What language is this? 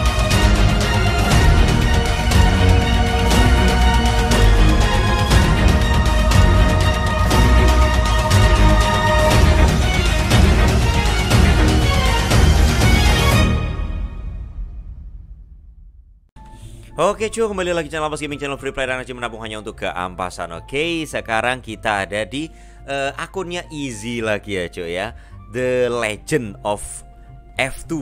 Indonesian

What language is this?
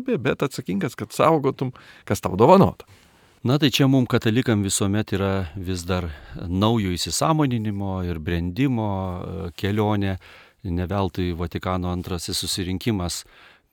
Lithuanian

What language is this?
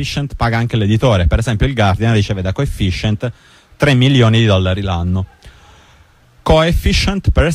Italian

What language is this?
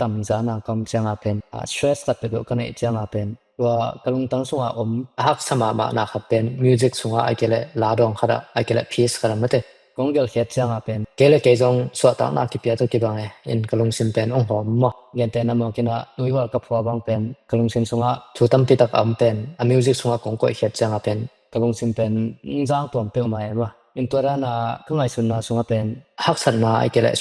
Tedim Chin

